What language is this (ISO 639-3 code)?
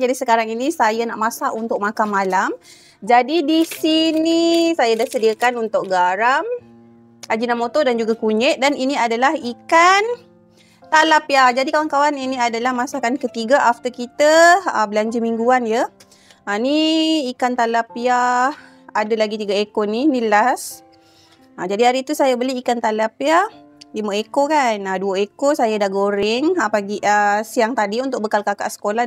msa